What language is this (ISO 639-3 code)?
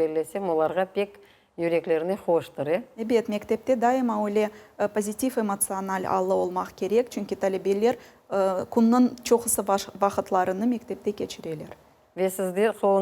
crh